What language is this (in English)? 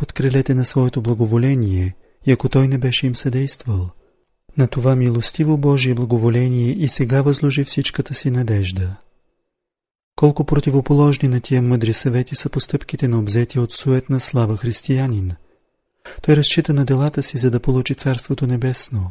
Bulgarian